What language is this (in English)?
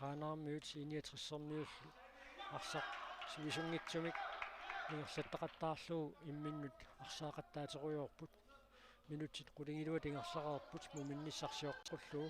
Kalaallisut